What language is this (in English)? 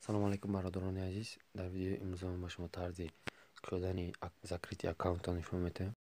Tajik